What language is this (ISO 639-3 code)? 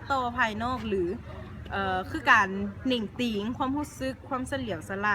lao